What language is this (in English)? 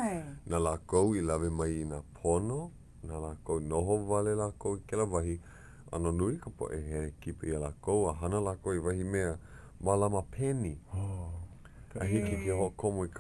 Hawaiian